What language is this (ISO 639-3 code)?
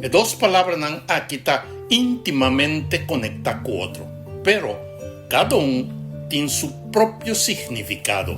pap